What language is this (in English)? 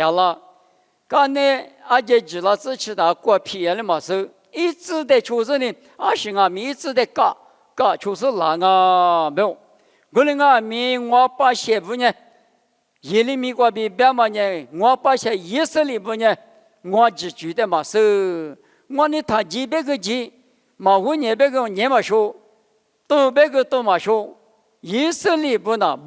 Lisu